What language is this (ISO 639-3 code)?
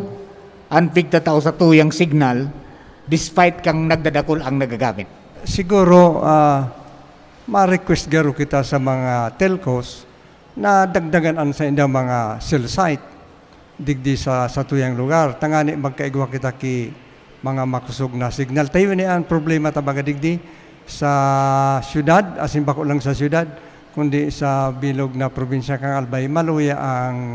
bik